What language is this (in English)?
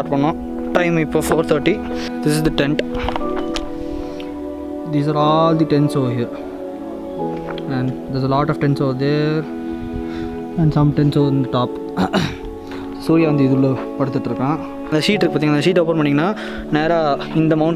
Tamil